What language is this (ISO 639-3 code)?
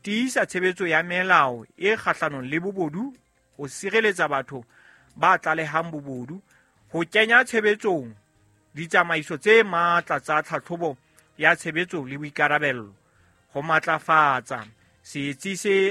sot